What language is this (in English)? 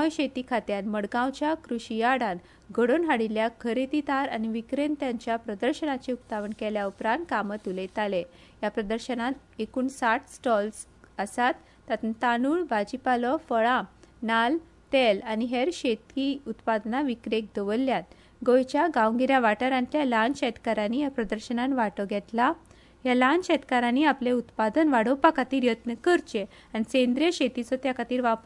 Konkani